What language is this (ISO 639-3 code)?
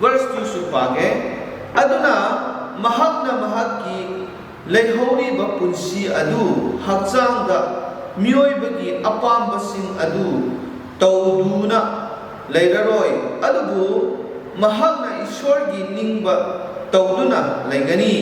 mni